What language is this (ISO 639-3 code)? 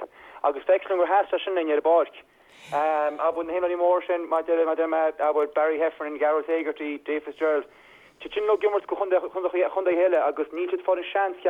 gle